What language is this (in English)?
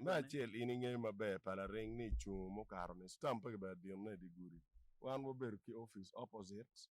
Acoli